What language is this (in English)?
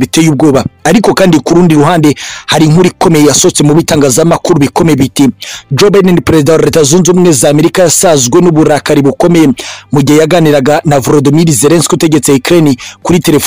Kinyarwanda